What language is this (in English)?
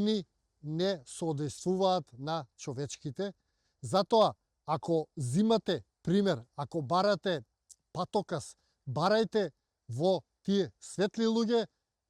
Macedonian